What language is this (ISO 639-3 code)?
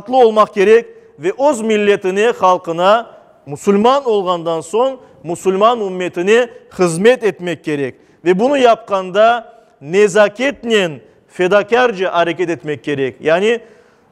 crh